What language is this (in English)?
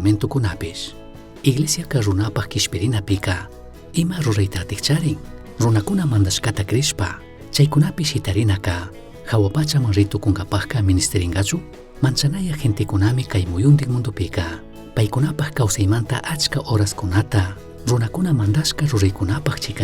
Chimborazo Highland Quichua